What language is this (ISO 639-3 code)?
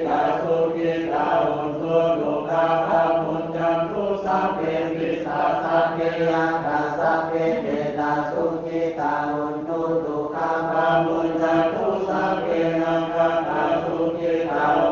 pli